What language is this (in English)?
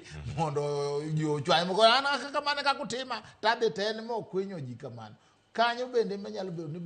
Luo (Kenya and Tanzania)